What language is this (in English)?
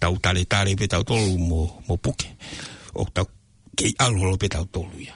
Tongan